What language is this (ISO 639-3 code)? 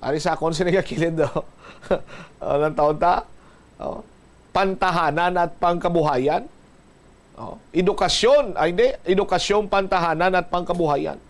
hil